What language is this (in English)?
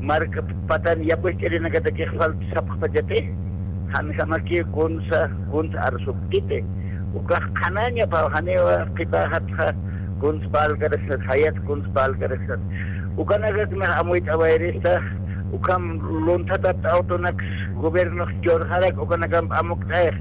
Aymara